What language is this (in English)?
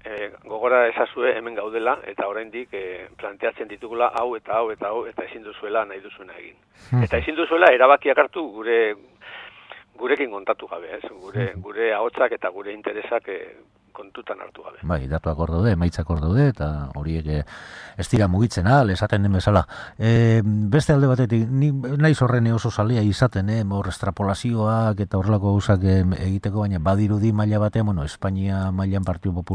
Basque